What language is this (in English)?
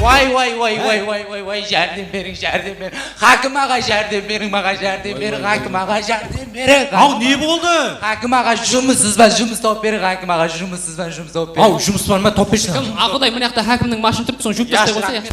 Kara-Kalpak